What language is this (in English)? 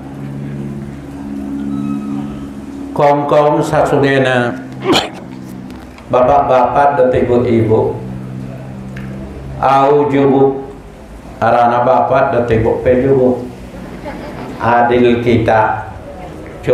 Batak Mandailing